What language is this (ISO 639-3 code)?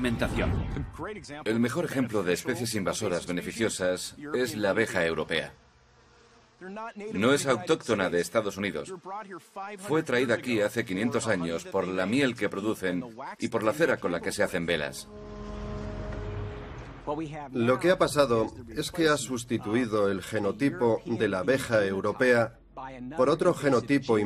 spa